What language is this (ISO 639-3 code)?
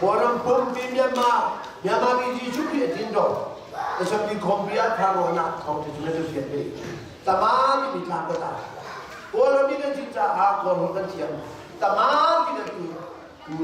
cnh